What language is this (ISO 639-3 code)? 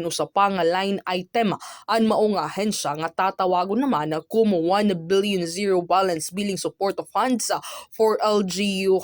war